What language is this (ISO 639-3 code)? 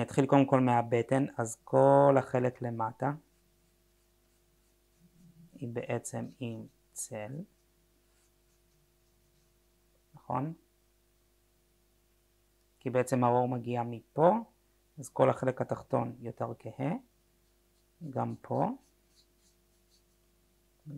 heb